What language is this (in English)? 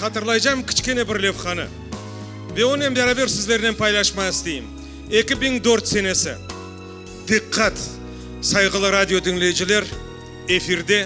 Crimean Tatar